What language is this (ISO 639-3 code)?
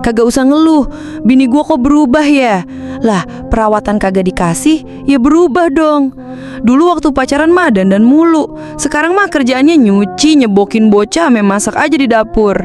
bew